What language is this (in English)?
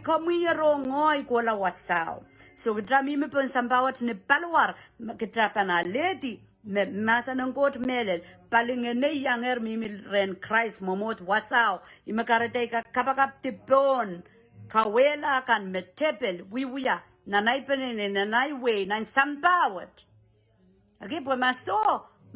Pohnpeian